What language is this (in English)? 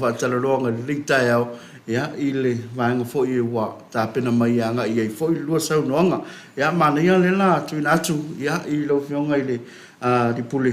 Samoan